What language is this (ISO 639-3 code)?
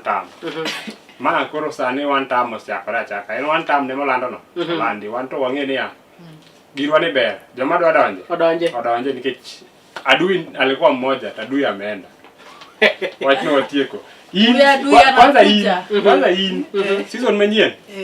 luo